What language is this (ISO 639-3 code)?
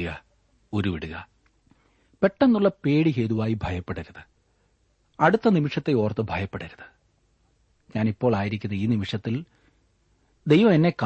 mal